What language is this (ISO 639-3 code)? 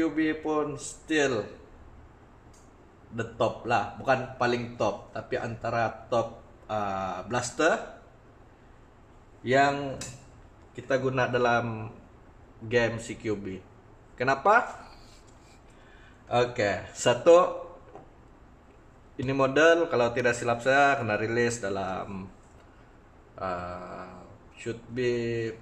msa